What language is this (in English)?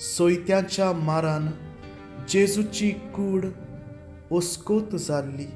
Konkani